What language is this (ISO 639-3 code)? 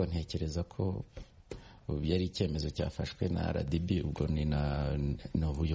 kin